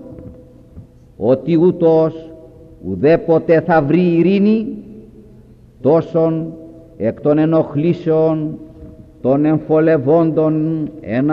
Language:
Greek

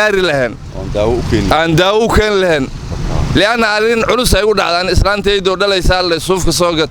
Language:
Somali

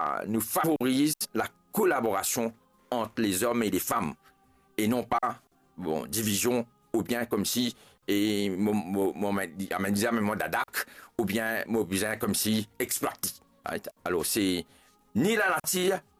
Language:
Morisyen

